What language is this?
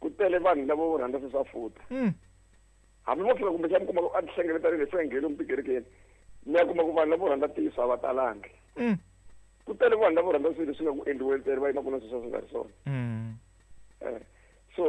Tsonga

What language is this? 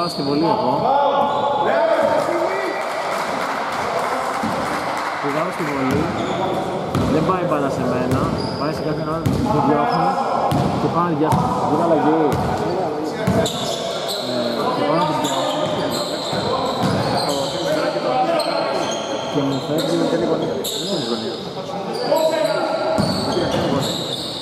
Greek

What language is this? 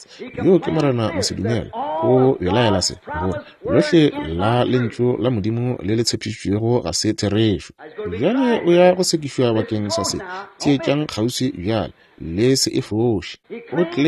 Northern Sotho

